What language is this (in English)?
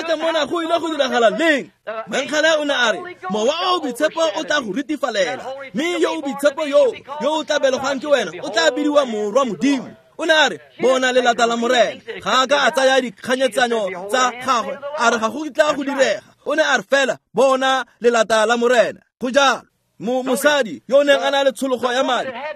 Tswana